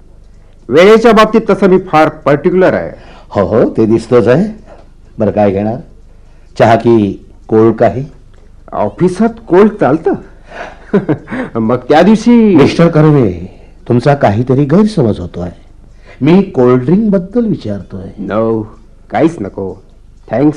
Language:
Marathi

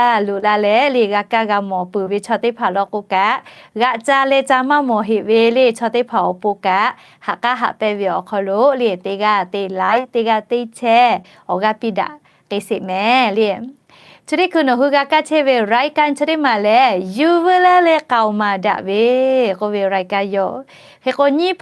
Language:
Lahu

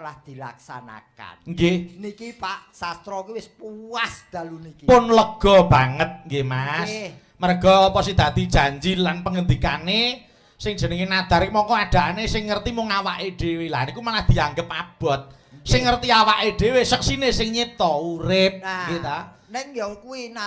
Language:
Javanese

